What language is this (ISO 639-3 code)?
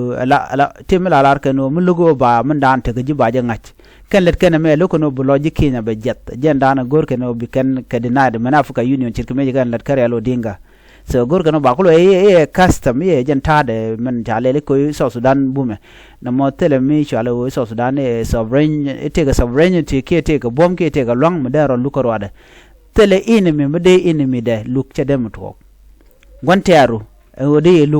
nus